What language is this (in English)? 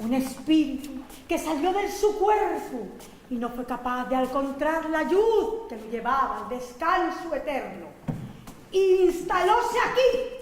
Asturian